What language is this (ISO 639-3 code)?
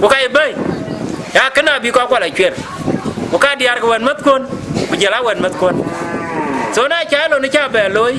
din